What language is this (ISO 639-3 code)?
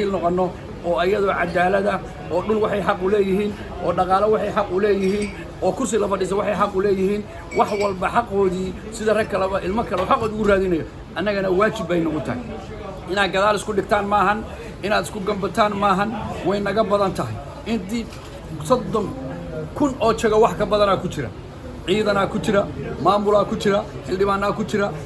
som